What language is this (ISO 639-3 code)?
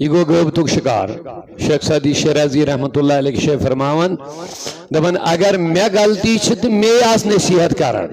kas